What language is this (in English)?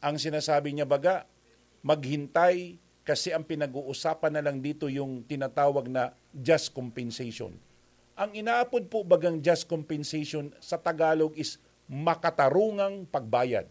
Bikol